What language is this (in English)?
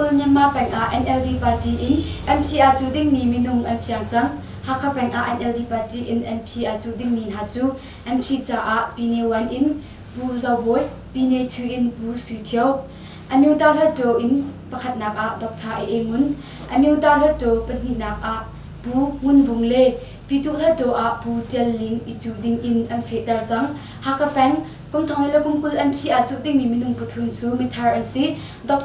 Hakha Chin